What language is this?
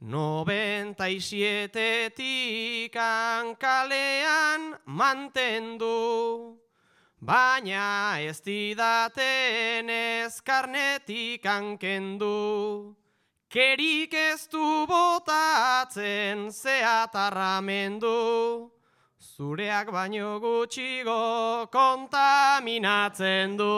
Basque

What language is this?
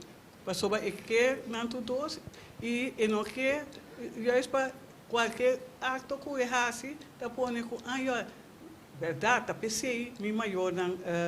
Papiamento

